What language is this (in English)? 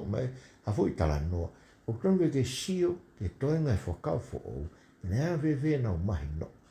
Tongan